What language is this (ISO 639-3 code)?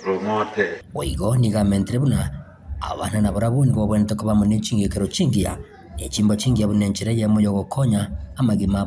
guz